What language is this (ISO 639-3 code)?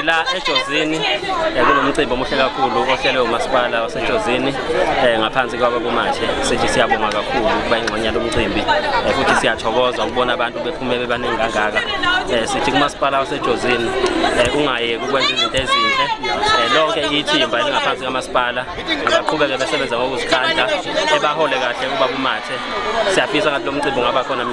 zul